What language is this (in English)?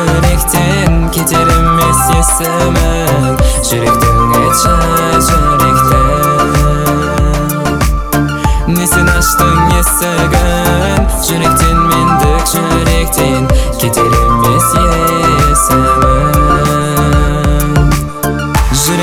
Kazakh